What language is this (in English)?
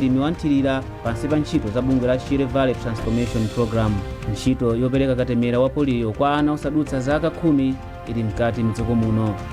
Nyanja